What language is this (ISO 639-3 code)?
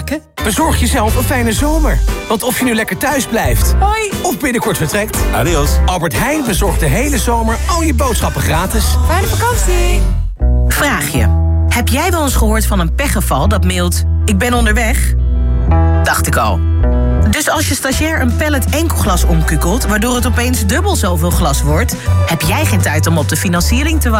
nld